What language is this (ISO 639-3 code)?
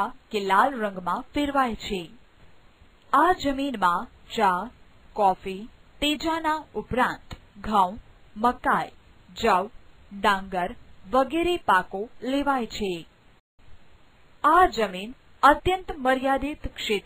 guj